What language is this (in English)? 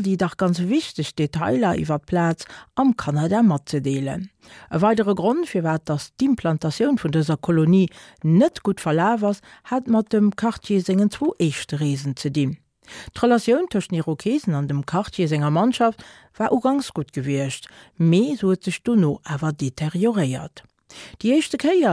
Luxembourgish